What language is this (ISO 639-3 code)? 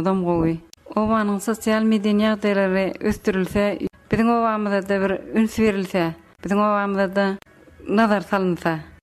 tuk